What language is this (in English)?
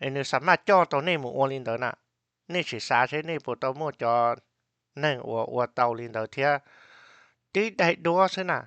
Hmong